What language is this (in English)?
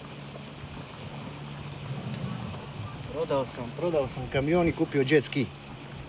Croatian